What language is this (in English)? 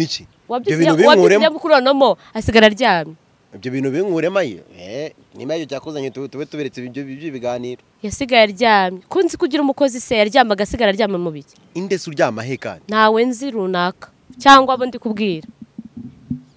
Kinyarwanda